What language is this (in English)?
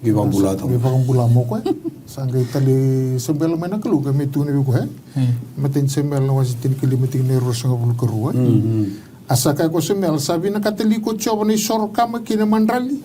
Fijian